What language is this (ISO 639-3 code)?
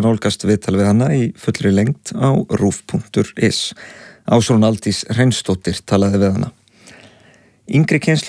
isl